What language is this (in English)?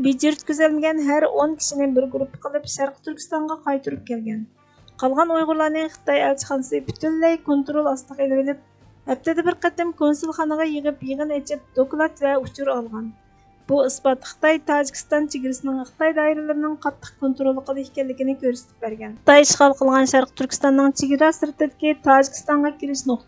Uyghur